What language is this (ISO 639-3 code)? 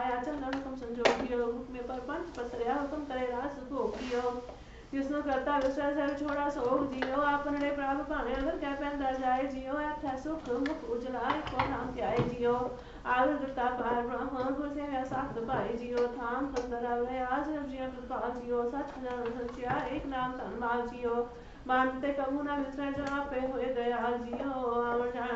pan